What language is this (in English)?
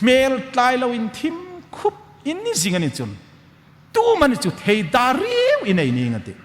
Hmar